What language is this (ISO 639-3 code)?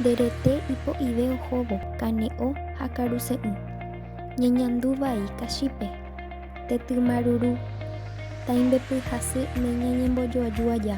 grn